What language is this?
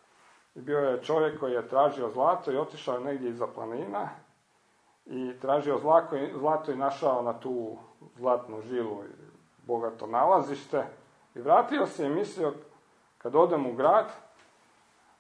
Croatian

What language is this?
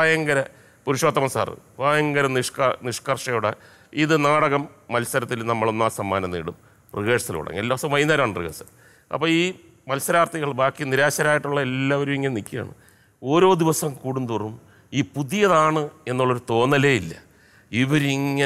Malayalam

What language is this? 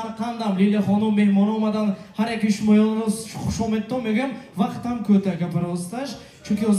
Tajik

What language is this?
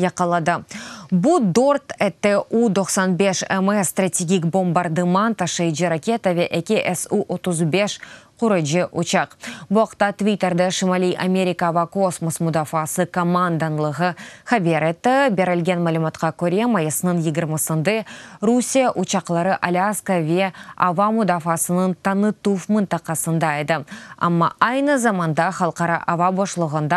Crimean Tatar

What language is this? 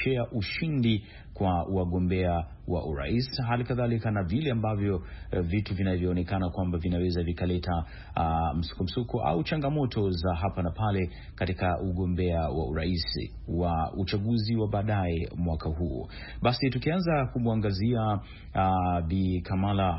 Swahili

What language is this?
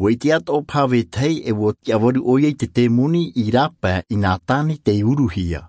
Tahitian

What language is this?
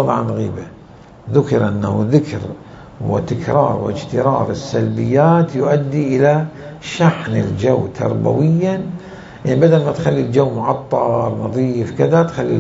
Mesopotamian Arabic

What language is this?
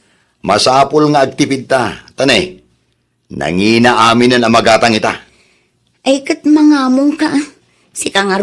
Iloko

